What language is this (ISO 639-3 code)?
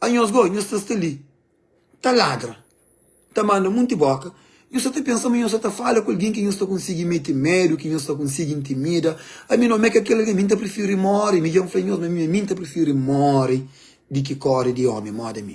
kea